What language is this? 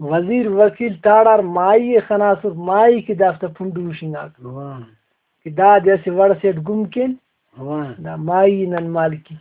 Brahui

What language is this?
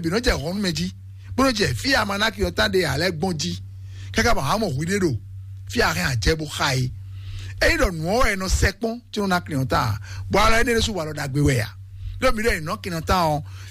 Fon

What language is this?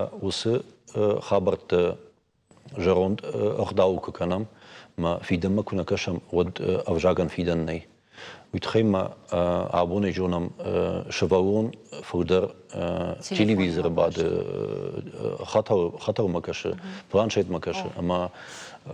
Ossetic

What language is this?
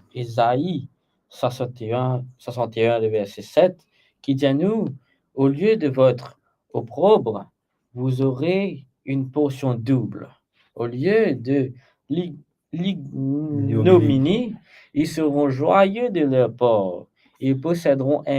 Morisyen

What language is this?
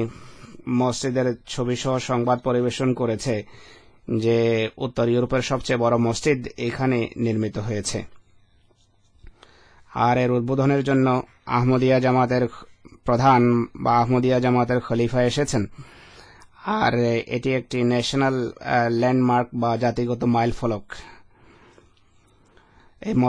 Bangla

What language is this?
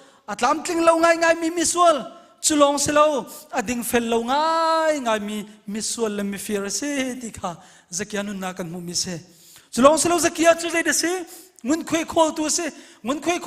Hakha Chin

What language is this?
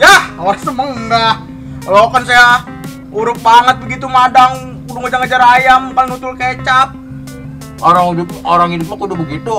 Betawi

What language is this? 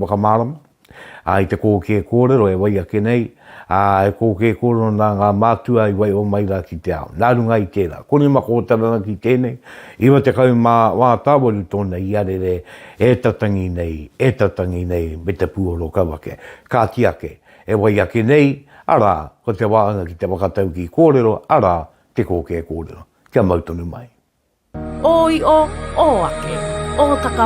Māori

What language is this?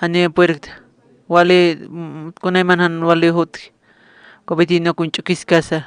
Aymara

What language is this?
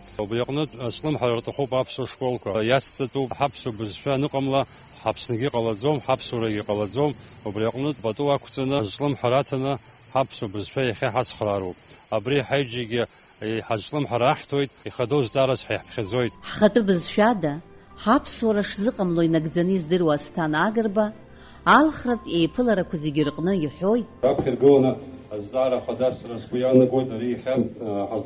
Abkhazian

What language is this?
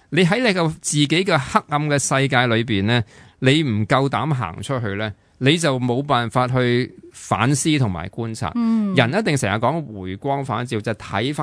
Cantonese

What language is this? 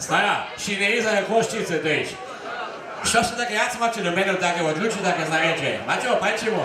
Upper Sorbian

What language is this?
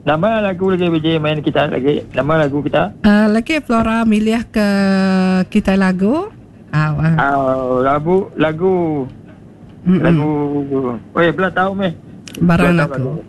Iban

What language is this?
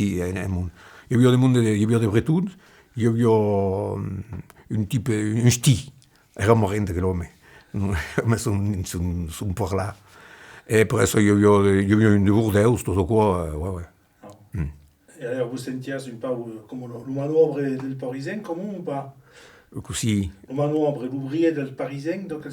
Occitan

